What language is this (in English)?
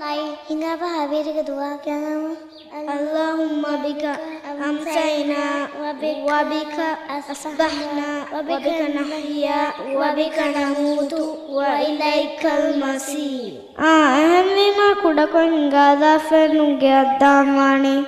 Divehi